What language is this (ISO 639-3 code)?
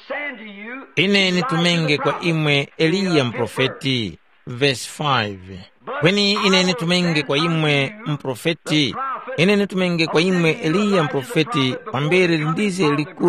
tum